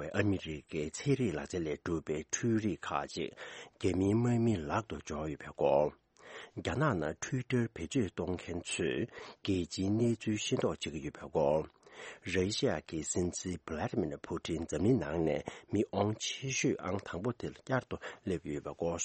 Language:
Tibetan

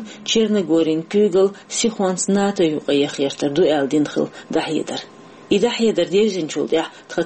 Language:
Chechen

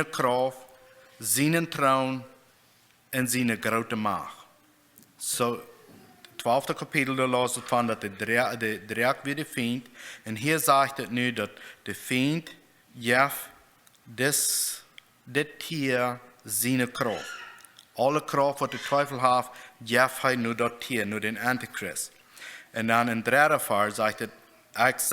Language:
Plautdietsch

